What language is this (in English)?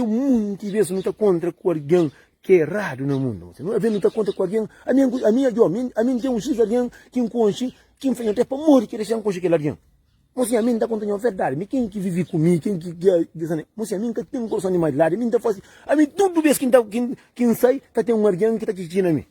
Kabuverdianu